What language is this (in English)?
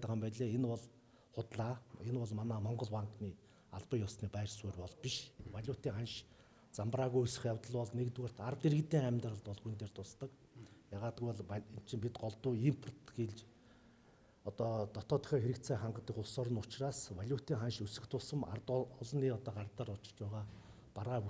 Mongolian